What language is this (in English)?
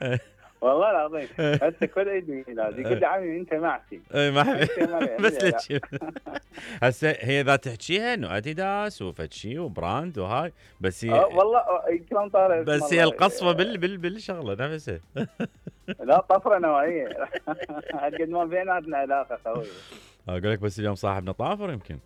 Mesopotamian Arabic